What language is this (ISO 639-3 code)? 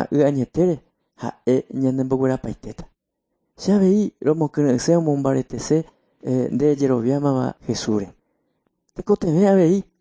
grn